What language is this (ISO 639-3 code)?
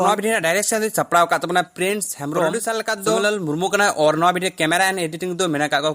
sat